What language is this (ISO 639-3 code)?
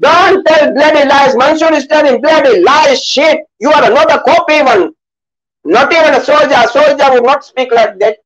div